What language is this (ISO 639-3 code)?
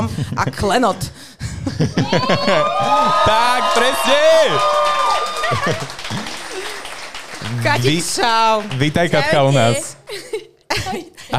slk